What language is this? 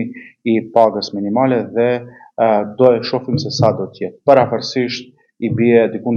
Albanian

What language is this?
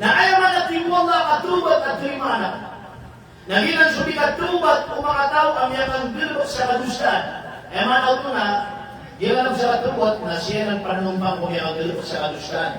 Maranao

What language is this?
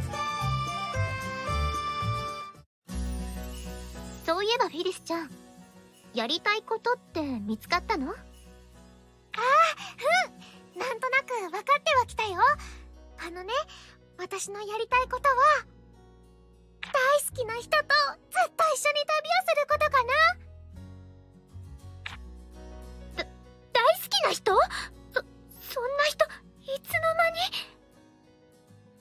Japanese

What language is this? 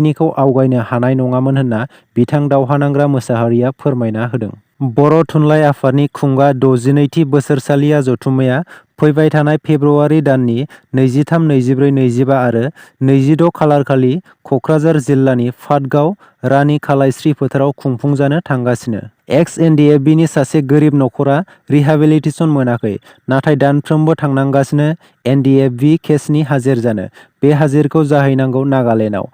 Bodo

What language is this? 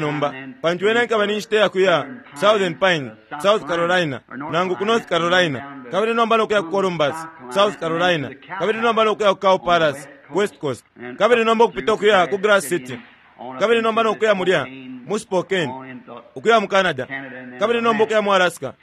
Bemba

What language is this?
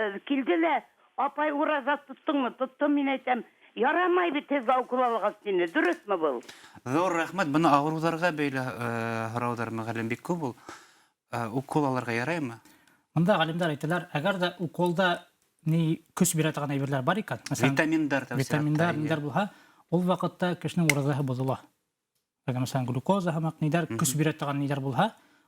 Bashkir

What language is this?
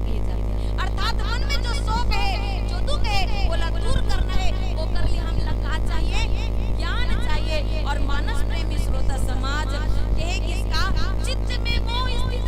Chhattisgarhi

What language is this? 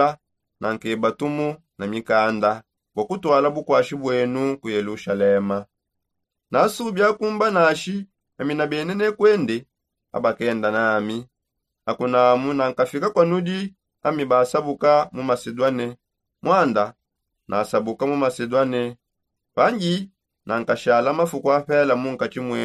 Songe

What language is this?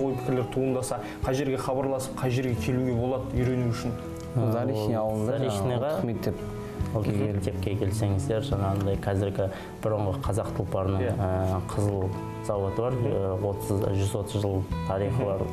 Kazakh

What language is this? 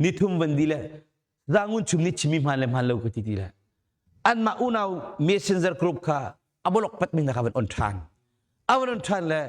Hakha Chin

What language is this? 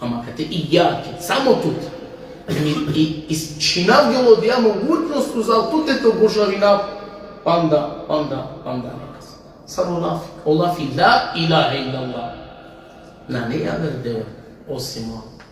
Balkan Romani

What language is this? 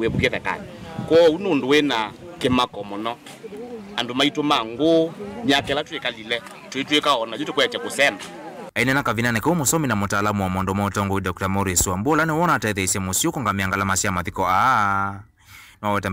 Kamba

